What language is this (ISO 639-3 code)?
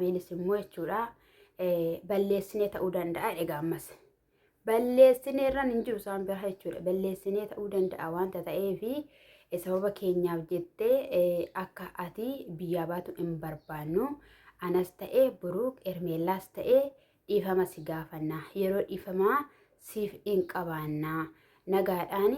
orm